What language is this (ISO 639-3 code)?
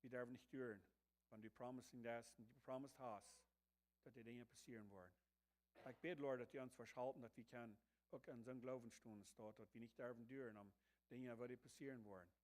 pdt